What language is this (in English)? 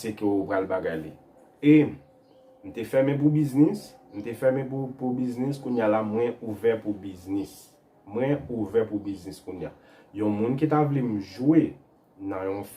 Haitian Creole